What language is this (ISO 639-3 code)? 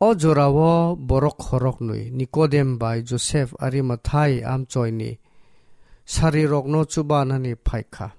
trp